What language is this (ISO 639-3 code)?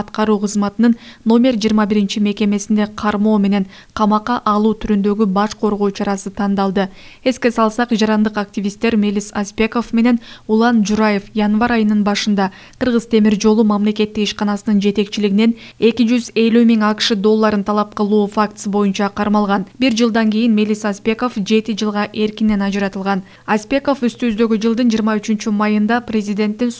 kir